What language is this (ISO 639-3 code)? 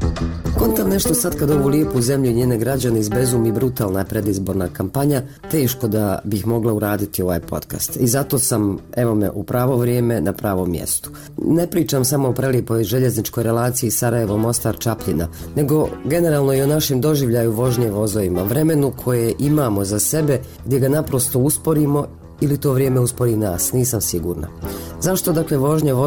bos